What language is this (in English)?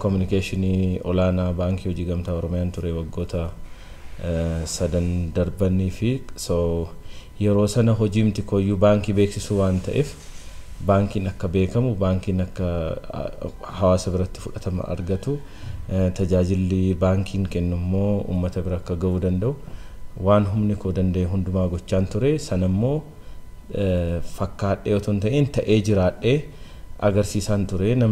Oromo